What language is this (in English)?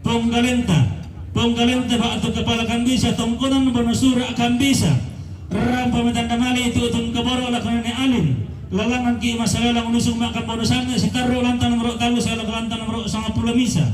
Toraja-Sa'dan